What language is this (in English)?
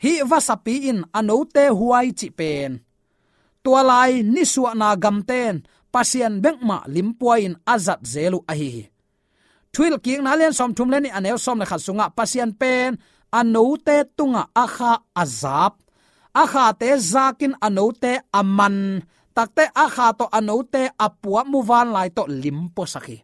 Tedim Chin